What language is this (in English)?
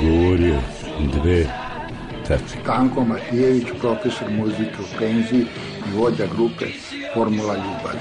Serbian